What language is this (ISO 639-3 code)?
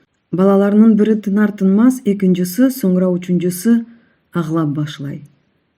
crh